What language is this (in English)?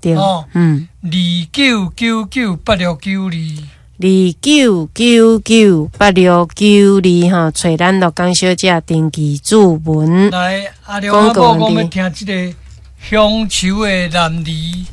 Min Nan Chinese